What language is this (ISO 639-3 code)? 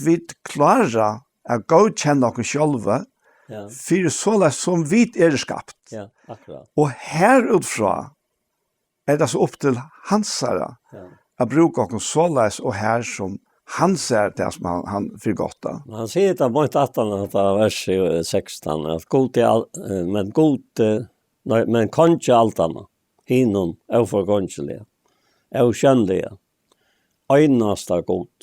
fao